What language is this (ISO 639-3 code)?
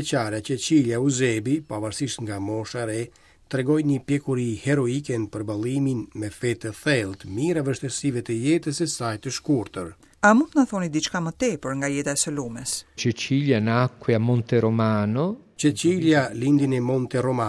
sqi